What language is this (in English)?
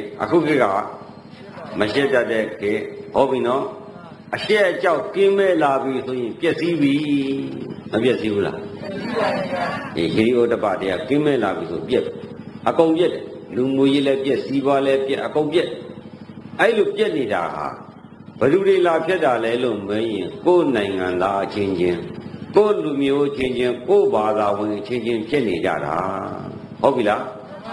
Burmese